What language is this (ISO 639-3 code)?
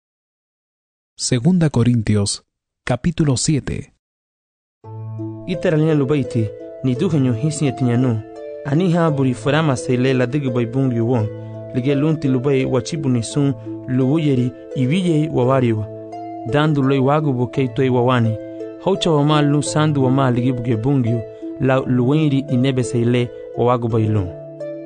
cab